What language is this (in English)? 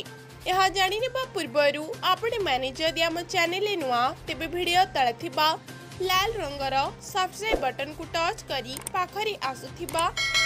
Odia